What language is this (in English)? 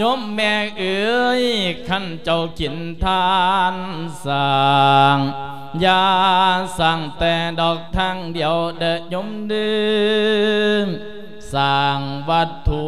Lao